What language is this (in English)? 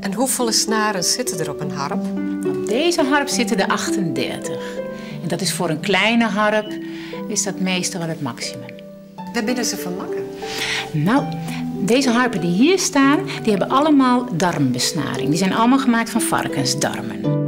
Western Frisian